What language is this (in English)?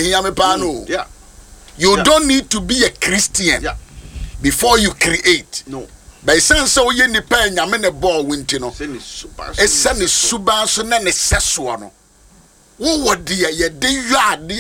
Akan